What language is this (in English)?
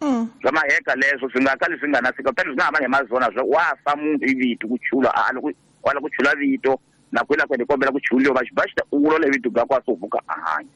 Tsonga